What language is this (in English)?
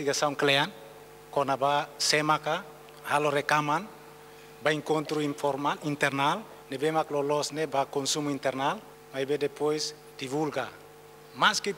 Tetum